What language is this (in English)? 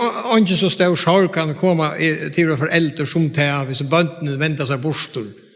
Faroese